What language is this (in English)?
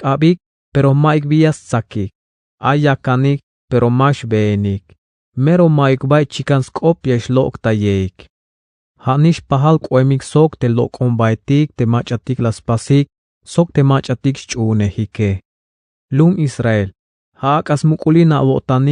Tzeltal